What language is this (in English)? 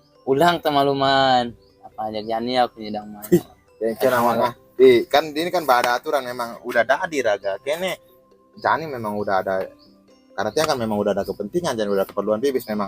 Balinese